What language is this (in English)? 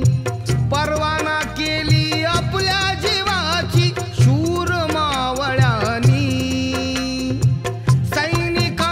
Marathi